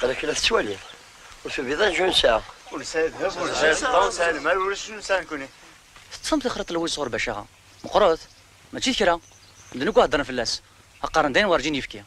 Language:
Kabyle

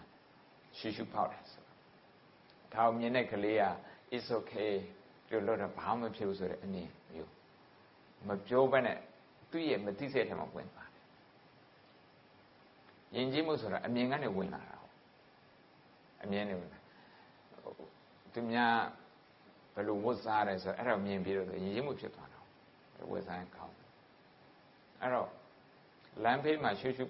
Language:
Burmese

